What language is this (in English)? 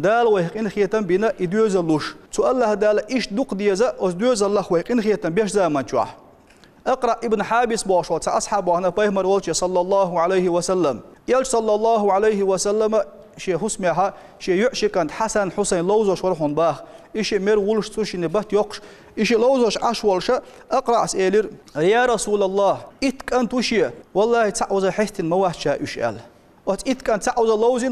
Chechen